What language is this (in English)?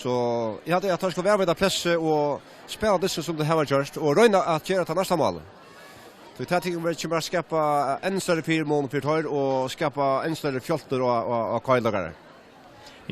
Faroese